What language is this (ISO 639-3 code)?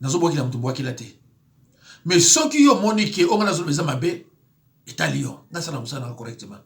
lin